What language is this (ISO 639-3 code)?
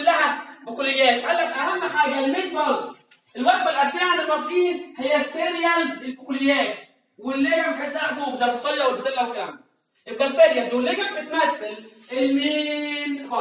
arz